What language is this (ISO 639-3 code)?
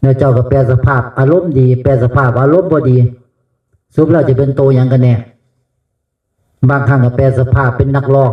tts